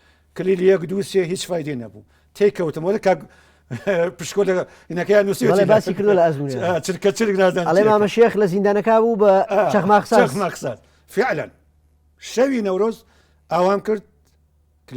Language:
Central Kurdish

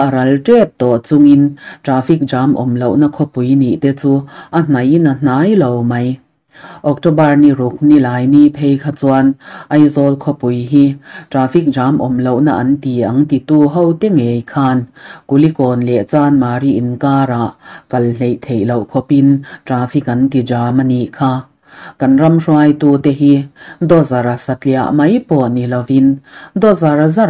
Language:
Mizo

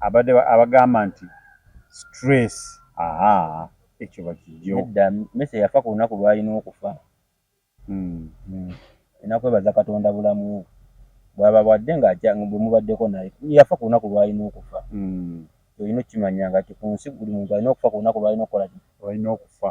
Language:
Ganda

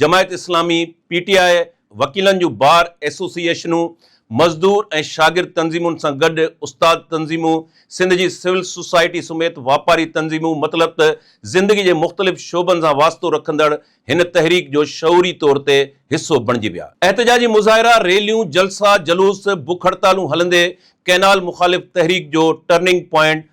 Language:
Sindhi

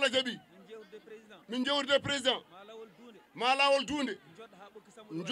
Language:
Fula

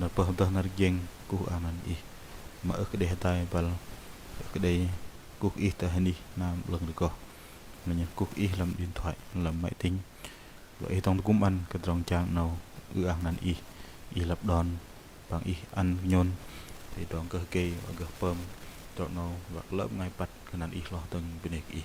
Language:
Bahnar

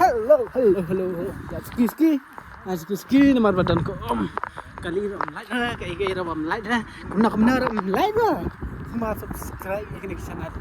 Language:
Khasi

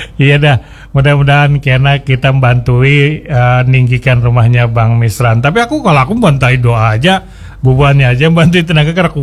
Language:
Banjar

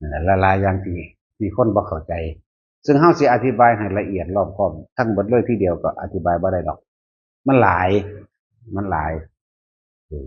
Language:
Northeastern Thai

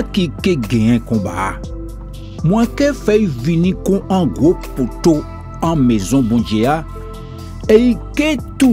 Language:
Guadeloupean Creole French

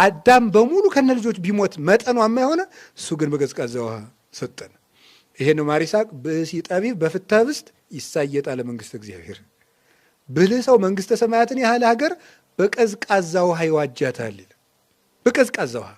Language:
Amharic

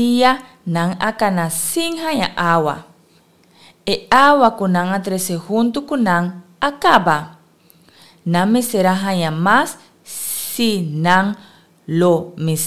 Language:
Papiamento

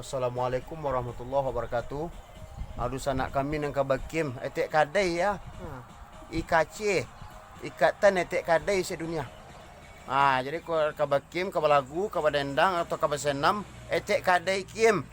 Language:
Minangkabau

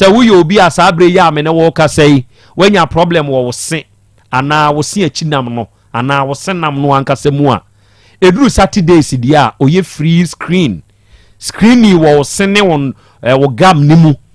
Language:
Akan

